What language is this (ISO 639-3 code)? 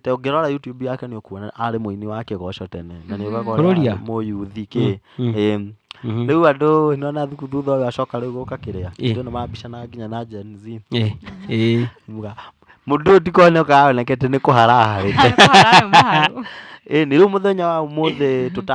kik